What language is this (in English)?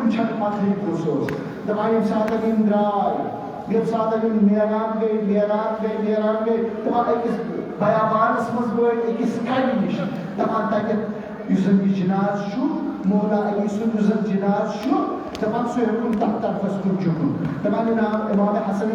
Kashmiri